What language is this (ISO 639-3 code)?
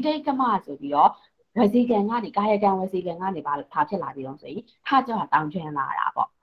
mya